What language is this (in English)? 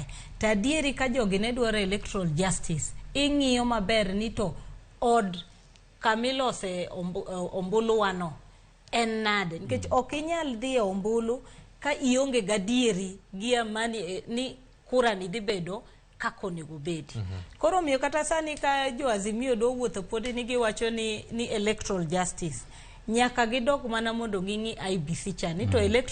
Luo (Kenya and Tanzania)